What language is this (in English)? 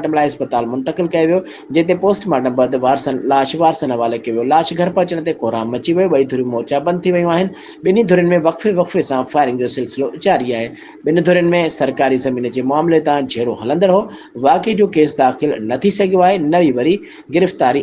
Sindhi